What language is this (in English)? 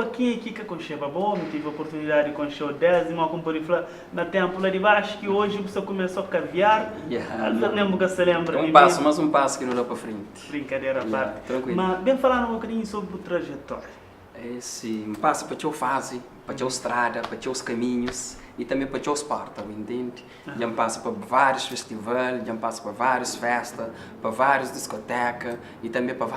Kabuverdianu